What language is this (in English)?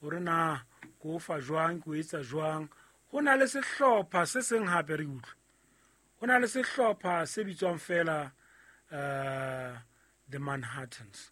Southern Sotho